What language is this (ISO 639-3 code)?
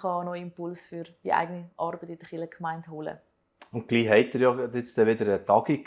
gsw